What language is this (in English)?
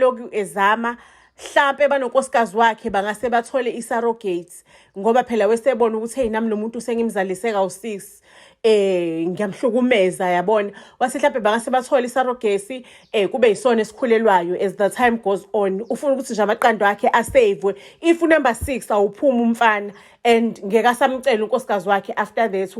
Zulu